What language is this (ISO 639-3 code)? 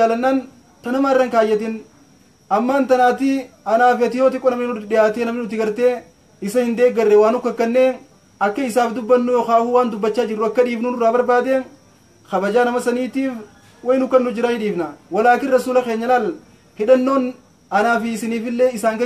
orm